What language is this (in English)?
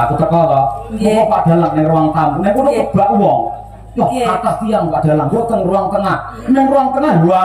Javanese